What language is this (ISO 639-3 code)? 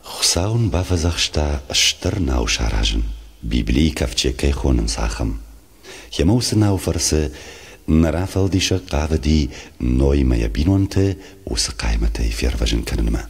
oss